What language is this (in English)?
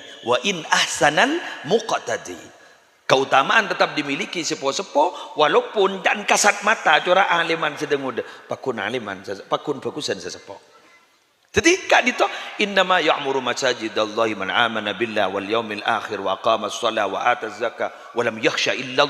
Madurese